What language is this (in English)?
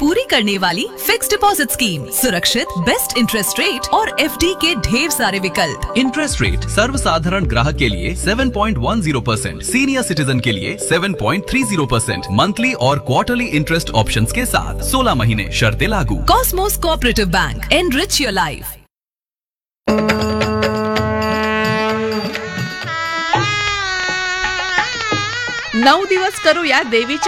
Marathi